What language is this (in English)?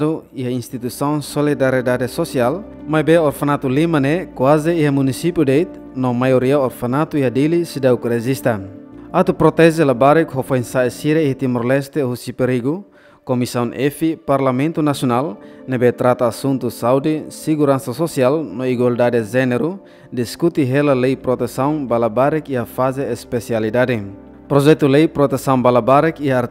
Tetum